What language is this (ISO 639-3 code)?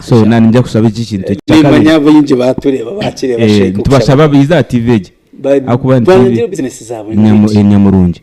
nyn